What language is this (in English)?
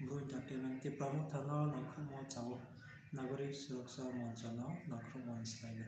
Riang (India)